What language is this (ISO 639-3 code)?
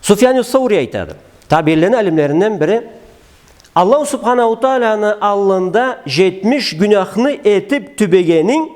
krc